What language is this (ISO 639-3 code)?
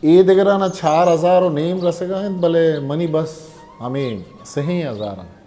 bgp